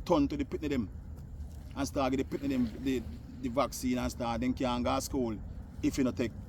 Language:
Jamaican Creole English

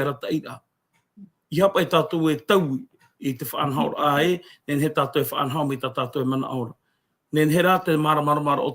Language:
Tahitian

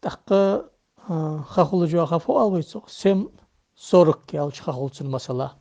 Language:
Ingush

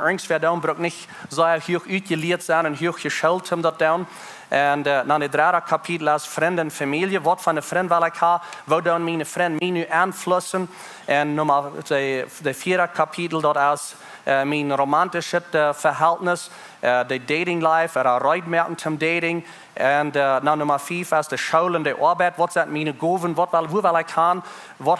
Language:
Plautdietsch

